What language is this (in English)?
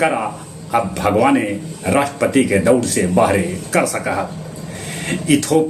Magahi